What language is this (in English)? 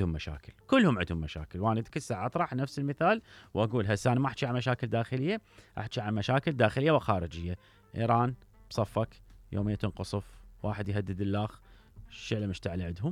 Mesopotamian Arabic